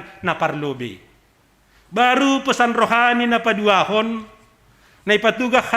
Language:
Batak Simalungun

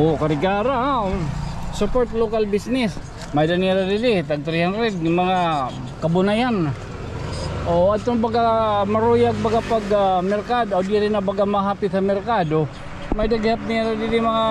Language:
Waray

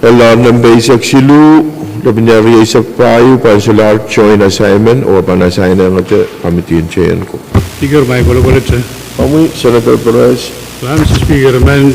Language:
Pohnpeian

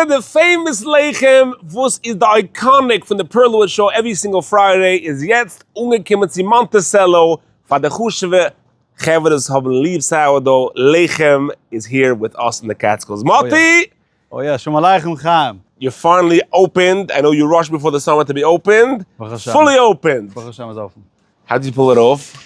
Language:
Yiddish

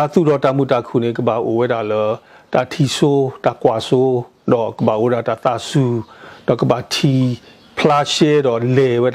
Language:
S'gaw Karen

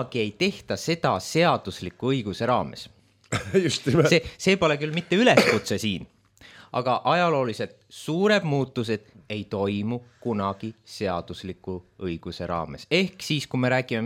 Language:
Estonian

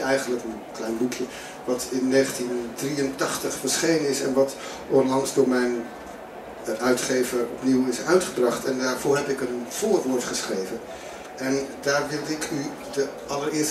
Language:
Dutch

